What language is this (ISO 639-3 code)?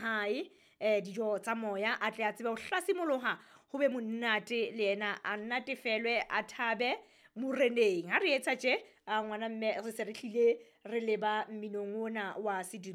sot